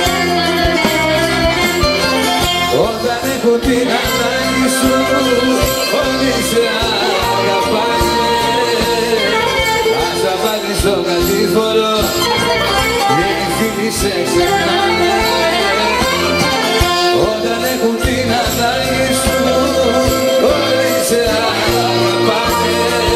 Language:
Greek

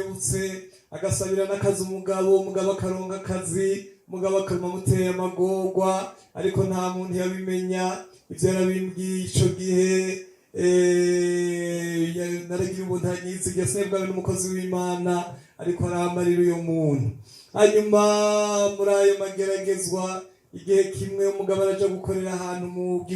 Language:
Rundi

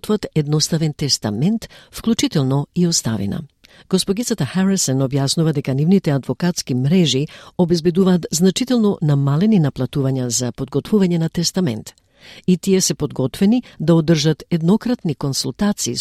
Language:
Macedonian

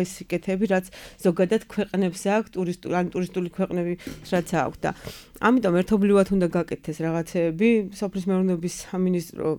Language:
Georgian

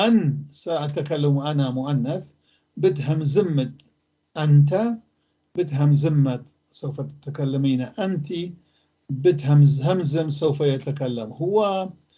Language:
North Levantine Arabic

